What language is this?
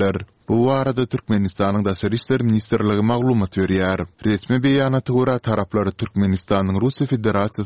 Turkmen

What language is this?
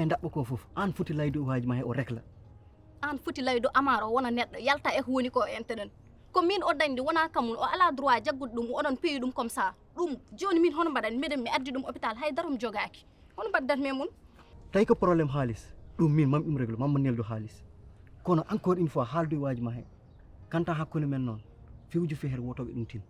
Fula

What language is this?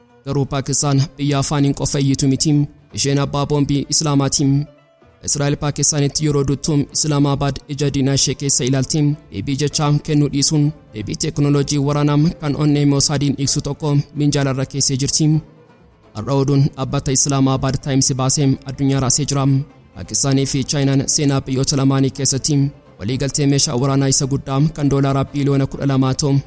Oromo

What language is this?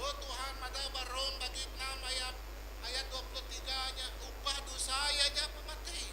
Iban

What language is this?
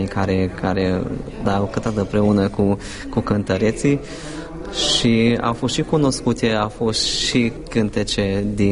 Romanian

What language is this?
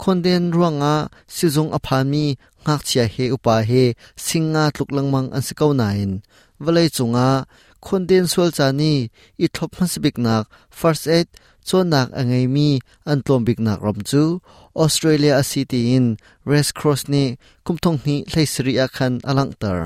Hakha Chin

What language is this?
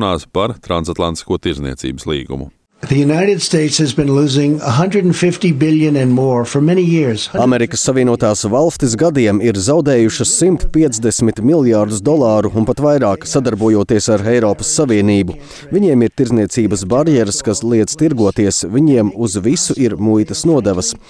Latvian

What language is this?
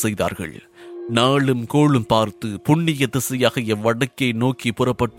Tamil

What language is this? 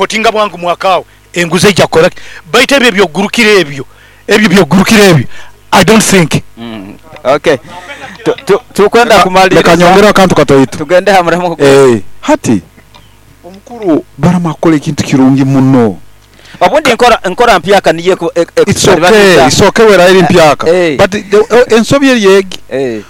Nyoro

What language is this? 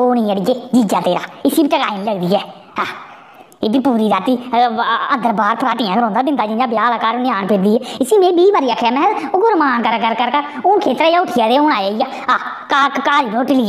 Dogri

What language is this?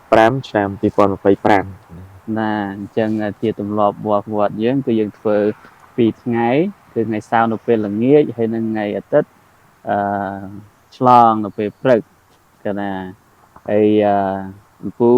Khmer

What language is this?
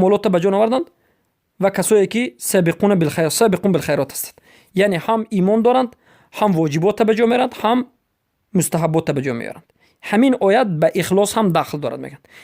Persian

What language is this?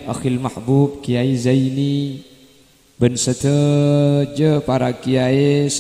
Madurese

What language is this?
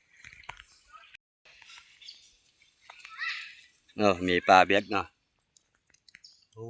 Lao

